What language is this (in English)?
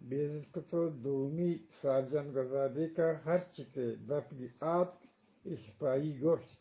Eastern Balochi